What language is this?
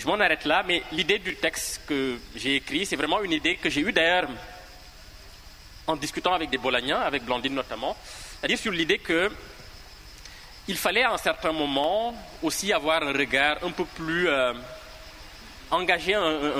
French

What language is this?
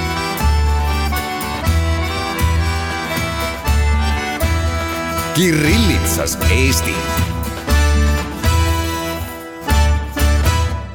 Estonian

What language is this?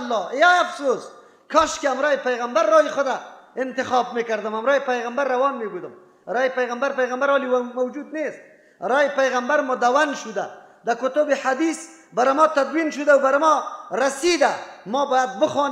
Persian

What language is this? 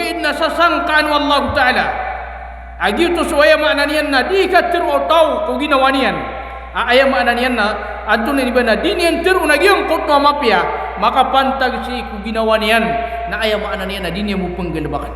Maranao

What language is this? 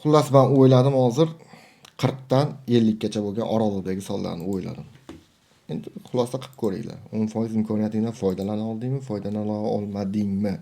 Uzbek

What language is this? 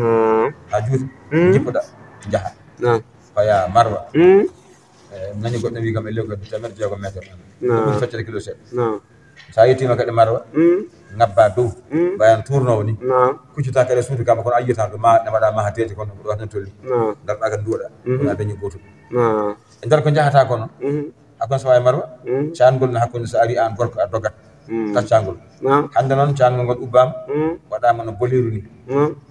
Fula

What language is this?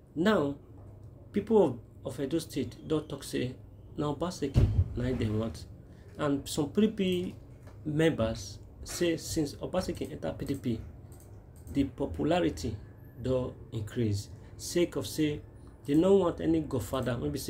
Nigerian Pidgin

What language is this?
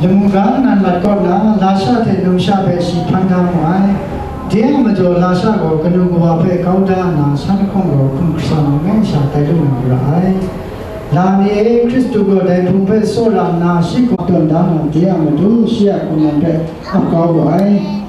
Kachin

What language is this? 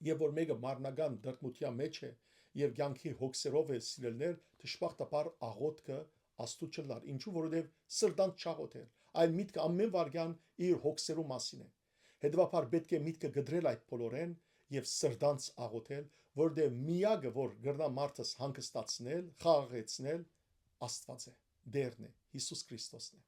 Western Armenian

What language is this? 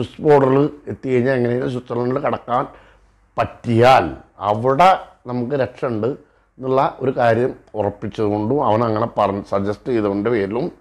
Malayalam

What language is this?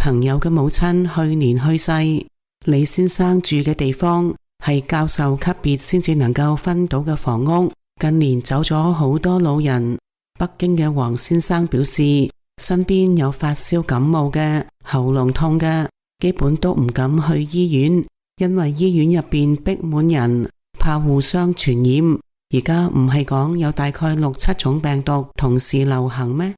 Cantonese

